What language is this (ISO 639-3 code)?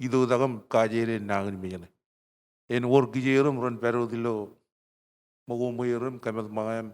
mah